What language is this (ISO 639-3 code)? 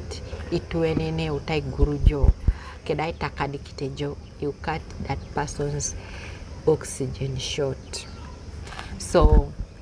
teo